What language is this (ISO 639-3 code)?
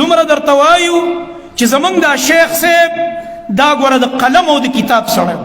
pus